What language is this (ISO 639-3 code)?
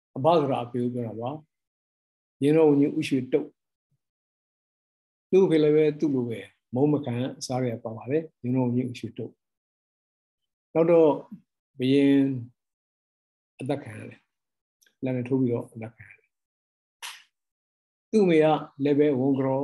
mya